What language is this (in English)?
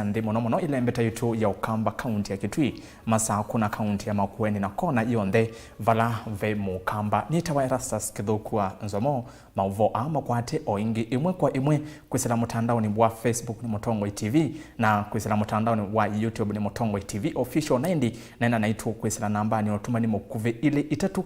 Kamba